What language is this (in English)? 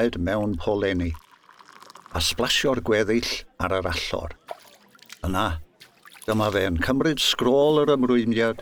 Welsh